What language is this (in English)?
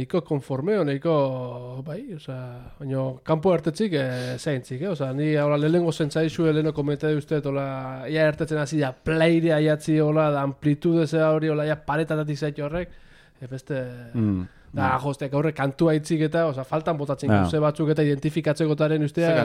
Basque